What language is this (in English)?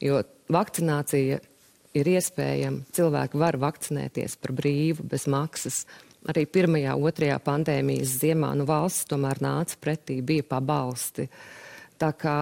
Latvian